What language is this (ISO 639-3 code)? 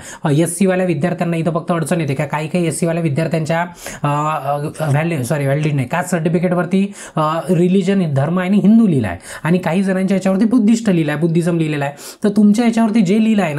mar